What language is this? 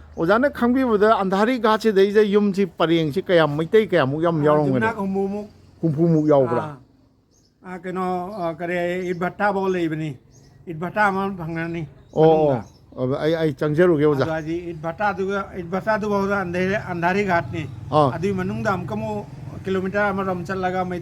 Manipuri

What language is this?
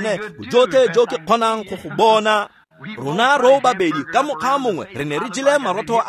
Tswana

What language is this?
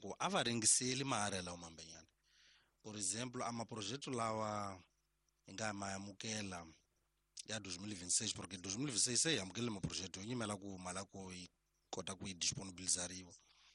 Tsonga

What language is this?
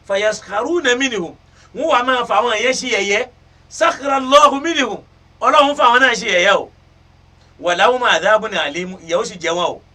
Yoruba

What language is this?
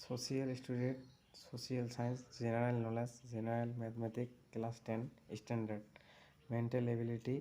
Assamese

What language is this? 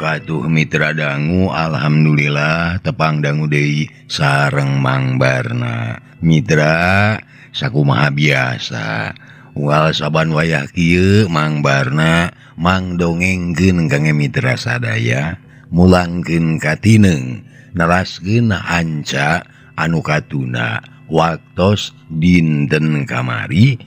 Sundanese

